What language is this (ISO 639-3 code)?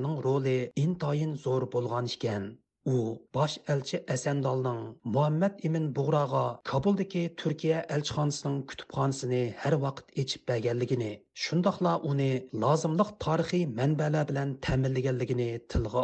uig